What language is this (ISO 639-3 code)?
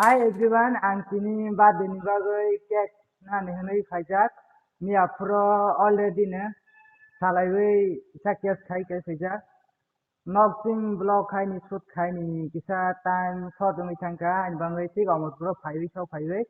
trp